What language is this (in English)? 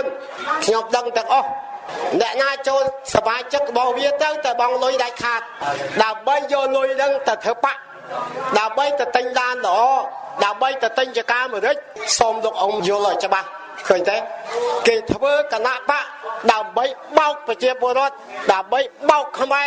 Khmer